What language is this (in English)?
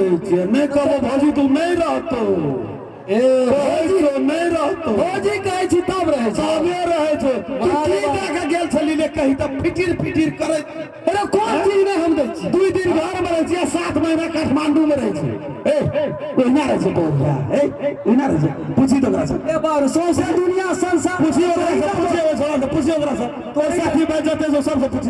Maithili